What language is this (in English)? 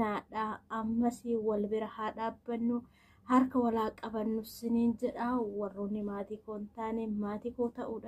Oromo